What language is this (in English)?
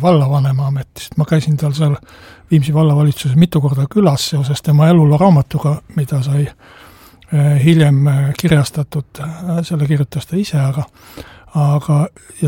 Estonian